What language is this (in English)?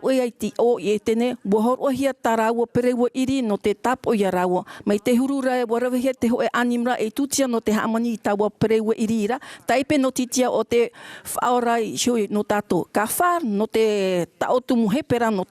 Tahitian